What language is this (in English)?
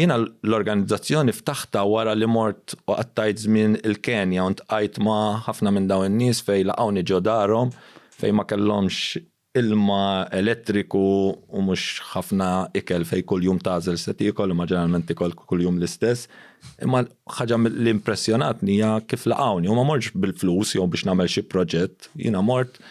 Maltese